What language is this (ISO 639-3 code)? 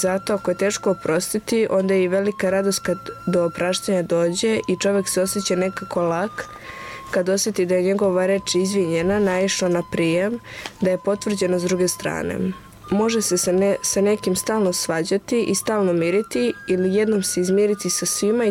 srp